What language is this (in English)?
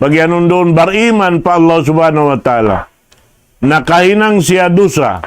Tausug